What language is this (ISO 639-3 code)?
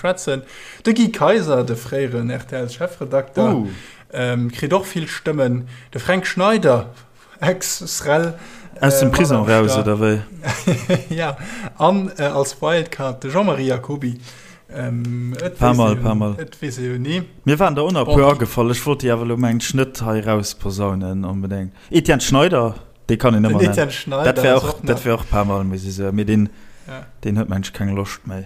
ltz